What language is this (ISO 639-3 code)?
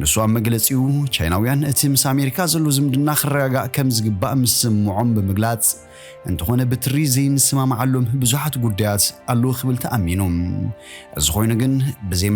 tir